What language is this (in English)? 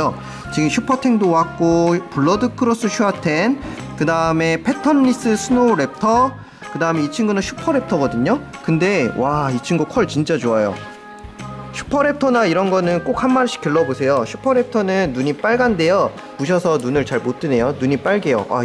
Korean